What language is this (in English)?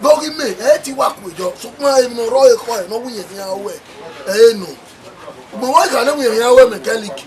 Bini